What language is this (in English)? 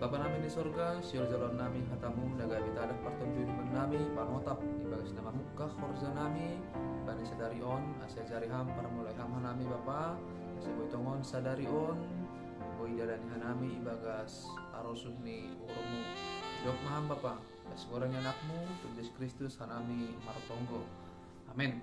Batak Simalungun